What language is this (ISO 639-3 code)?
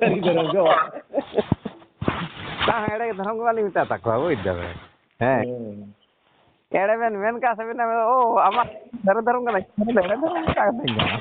sat